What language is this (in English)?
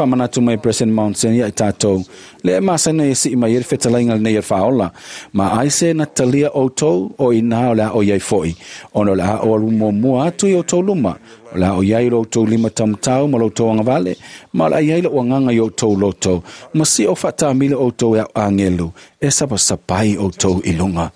Samoan